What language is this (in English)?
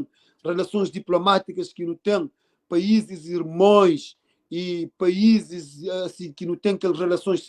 Kabuverdianu